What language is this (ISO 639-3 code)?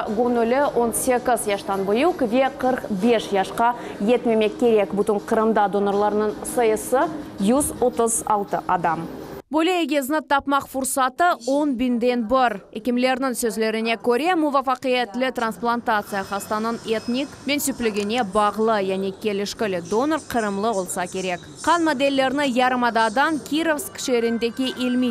crh